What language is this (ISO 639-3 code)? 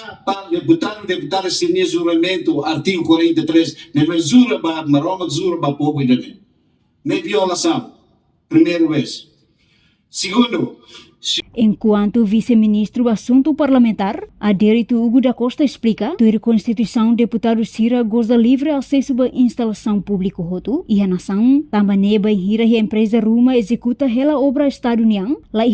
tet